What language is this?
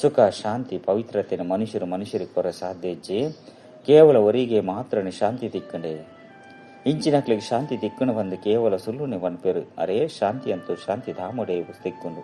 Tulu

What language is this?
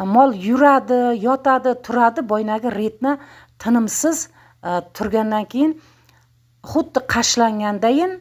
Uzbek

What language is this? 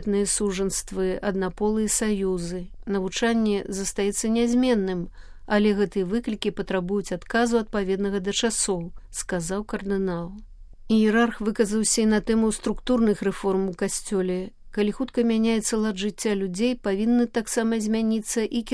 Belarusian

